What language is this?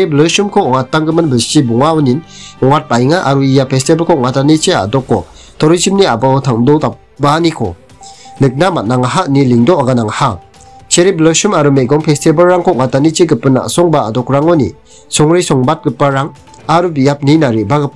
Garo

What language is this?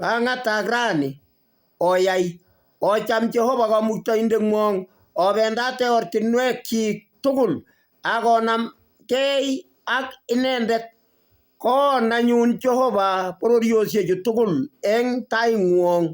Kalenjin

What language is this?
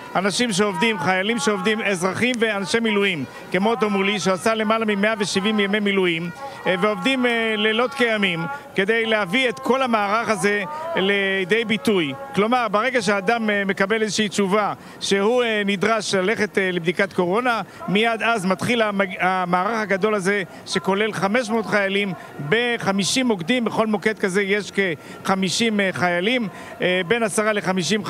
Hebrew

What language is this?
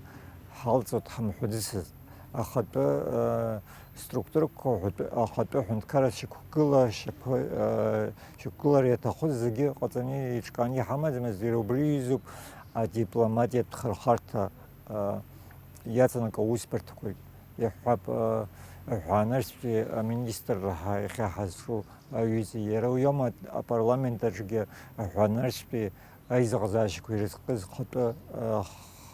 Abkhazian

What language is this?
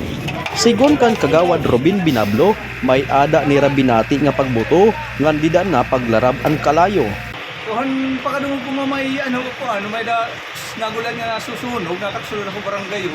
Waray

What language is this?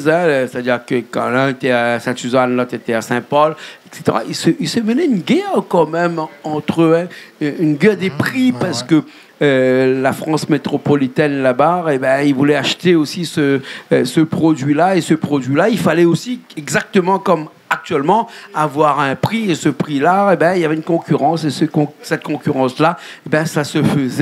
Réunion Creole French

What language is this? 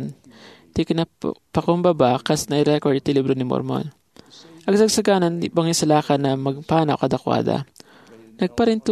Iloko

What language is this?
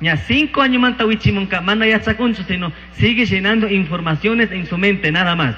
Chimborazo Highland Quichua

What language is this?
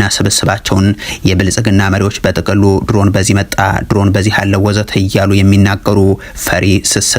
Amharic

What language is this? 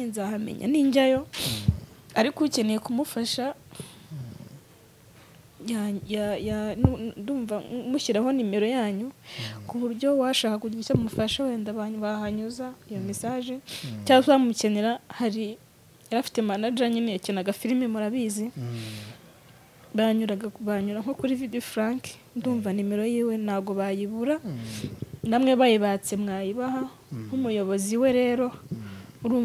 Kinyarwanda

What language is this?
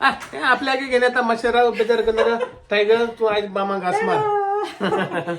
Konkani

